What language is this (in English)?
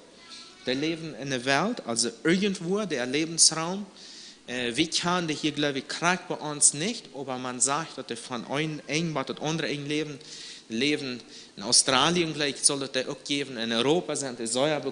Plautdietsch